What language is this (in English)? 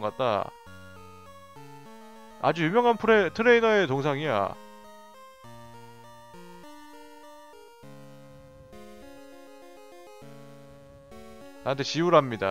Korean